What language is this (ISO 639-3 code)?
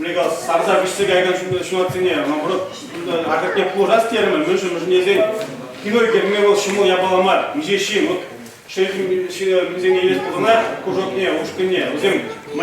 chv